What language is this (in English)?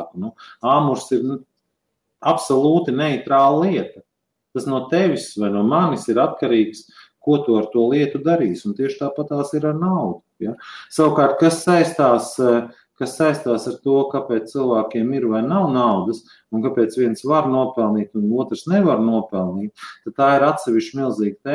Latvian